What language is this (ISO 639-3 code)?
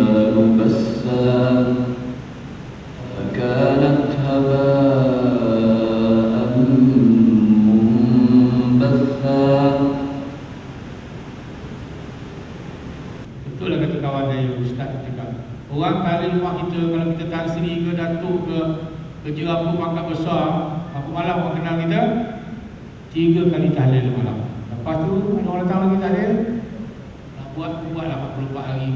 msa